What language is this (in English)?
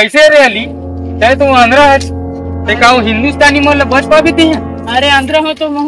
Chhattisgarhi